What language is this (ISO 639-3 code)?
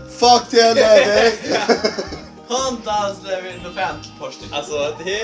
fao